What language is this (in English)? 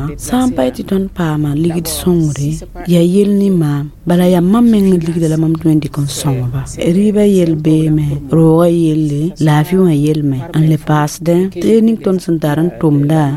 Mossi